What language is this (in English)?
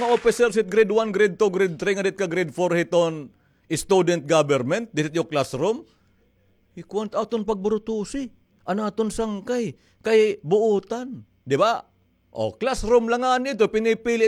Waray